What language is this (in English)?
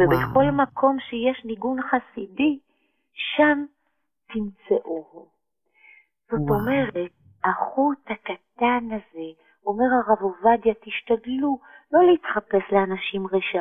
Hebrew